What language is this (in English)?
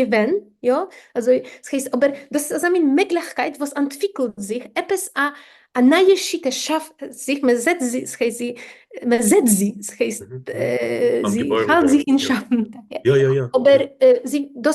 Yiddish